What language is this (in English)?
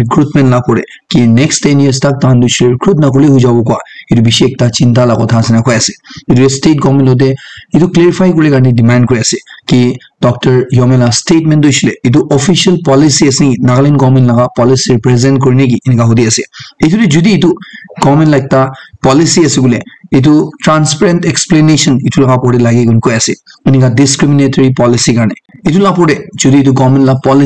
Naga Pidgin